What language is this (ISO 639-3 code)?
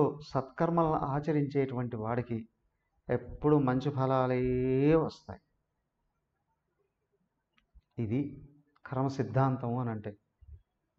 tel